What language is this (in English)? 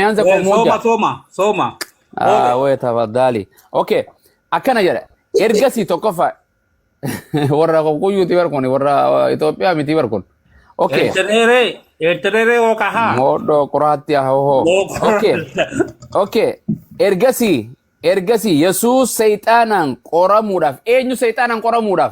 Oromo